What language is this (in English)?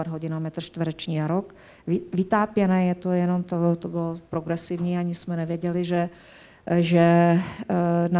Czech